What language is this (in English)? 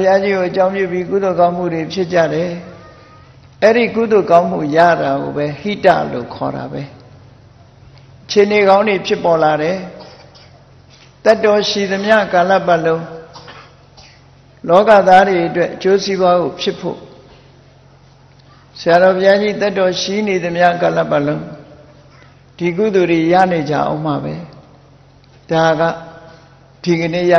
Burmese